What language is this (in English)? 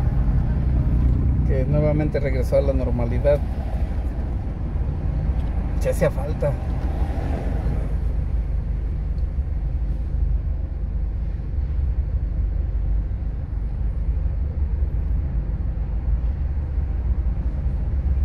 Spanish